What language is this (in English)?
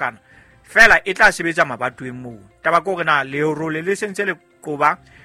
Southern Sotho